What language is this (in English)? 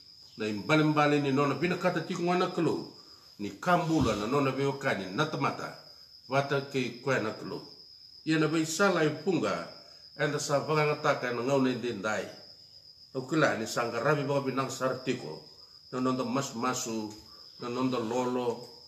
Fijian